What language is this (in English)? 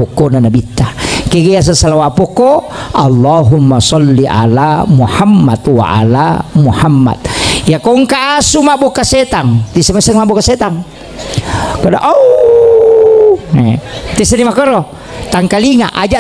Buginese